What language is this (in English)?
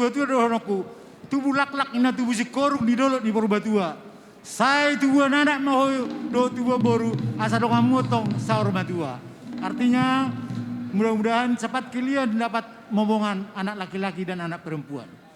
Batak Toba